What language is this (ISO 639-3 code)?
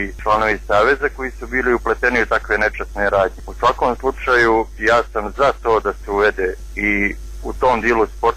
hrv